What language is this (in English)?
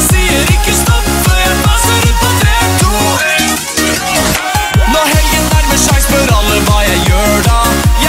Norwegian